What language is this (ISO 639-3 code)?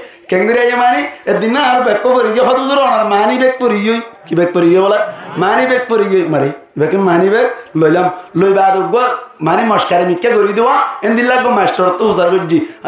rhg